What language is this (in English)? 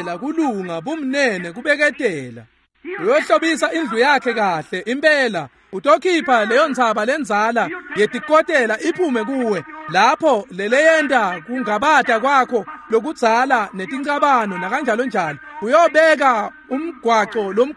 Swati